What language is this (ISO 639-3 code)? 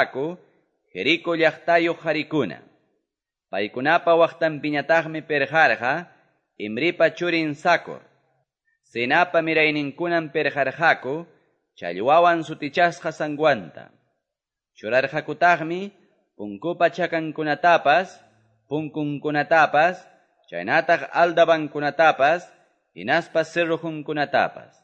que